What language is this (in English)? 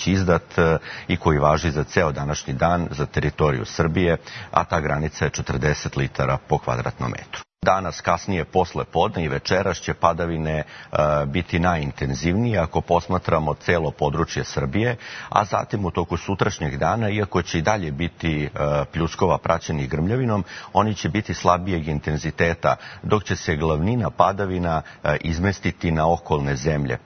Serbian